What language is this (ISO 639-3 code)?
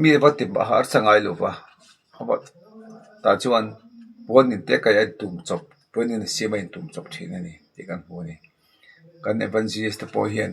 lus